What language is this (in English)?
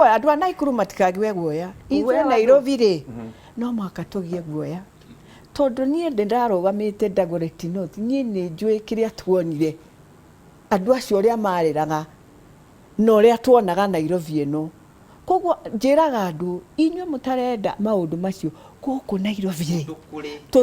Kikuyu